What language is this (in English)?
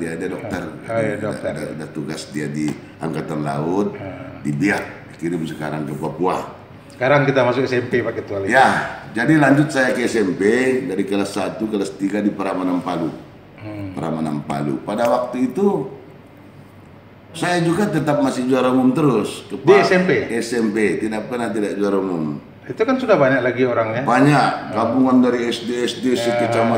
Indonesian